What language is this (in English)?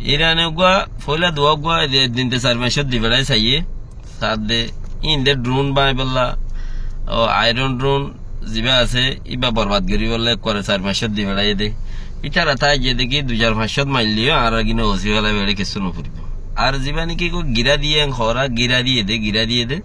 Rohingya